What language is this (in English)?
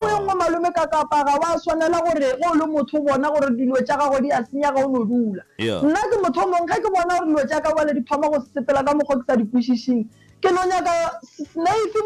Northern Sotho